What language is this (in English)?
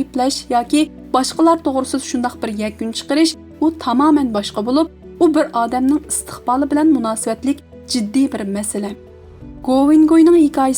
Uyghur